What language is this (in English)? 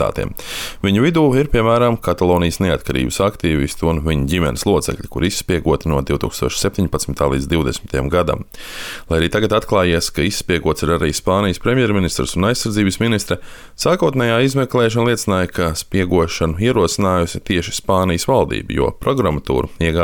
Latvian